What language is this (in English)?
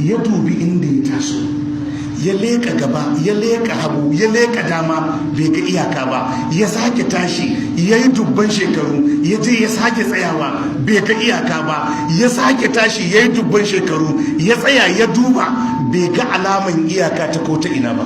Hausa